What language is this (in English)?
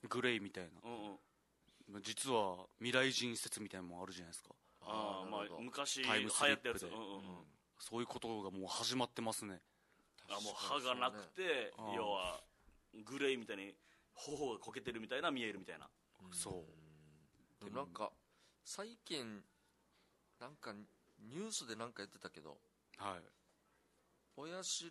Japanese